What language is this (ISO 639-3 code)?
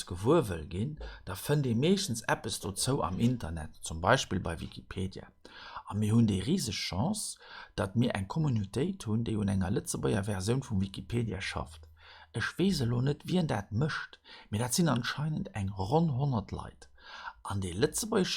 ltz